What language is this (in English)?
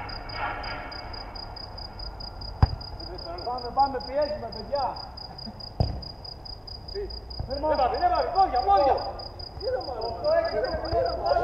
Greek